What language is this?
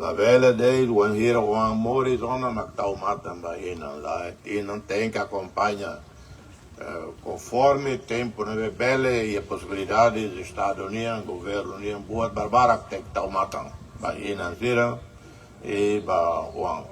Tetum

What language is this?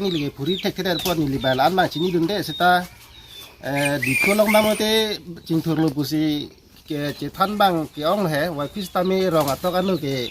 Karbi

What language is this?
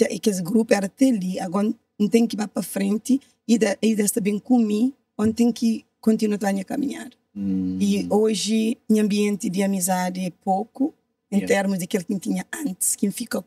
Kabuverdianu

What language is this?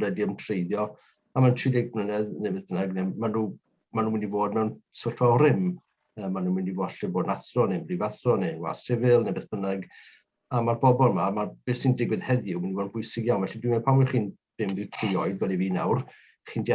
Welsh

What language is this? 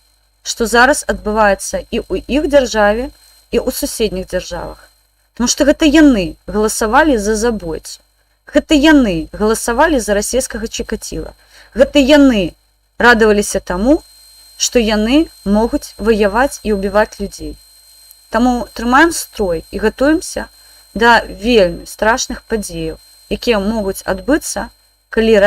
Belarusian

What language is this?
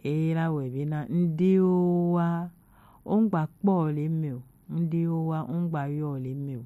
Gen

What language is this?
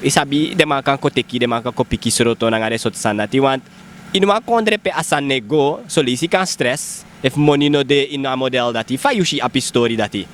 Sranan Tongo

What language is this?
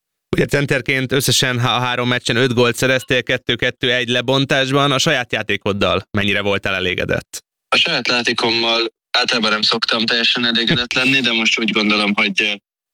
Hungarian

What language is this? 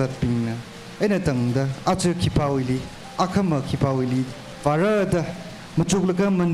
Tangkhul Naga (India)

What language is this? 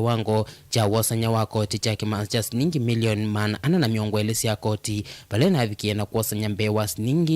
Kamba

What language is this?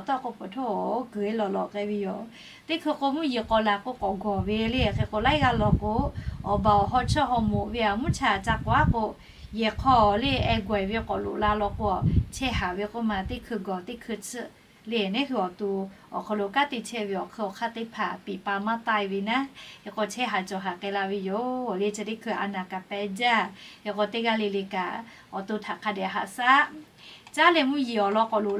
Lahu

